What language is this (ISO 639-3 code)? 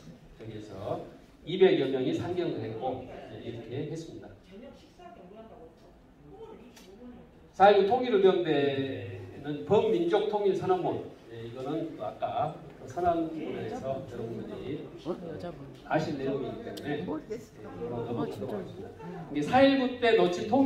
kor